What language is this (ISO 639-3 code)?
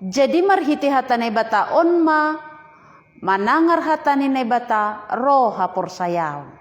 bts